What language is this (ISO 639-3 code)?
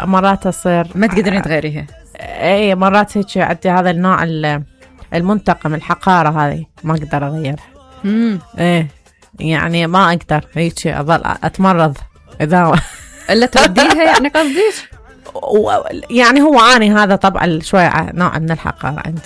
acm